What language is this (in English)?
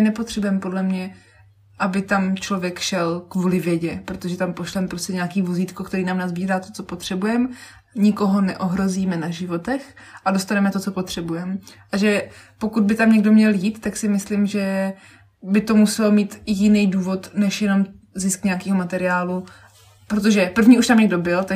Czech